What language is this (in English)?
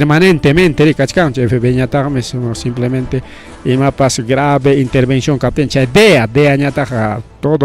Ayacucho Quechua